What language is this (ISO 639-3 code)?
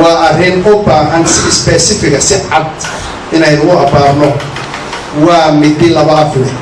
som